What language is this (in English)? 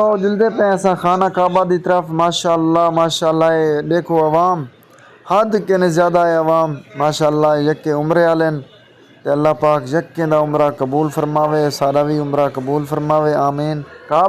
Saraiki